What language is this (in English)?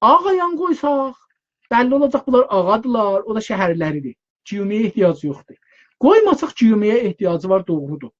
South Azerbaijani